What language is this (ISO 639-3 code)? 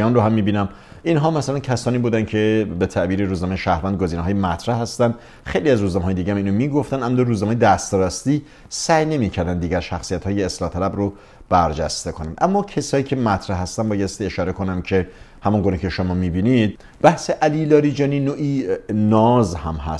fas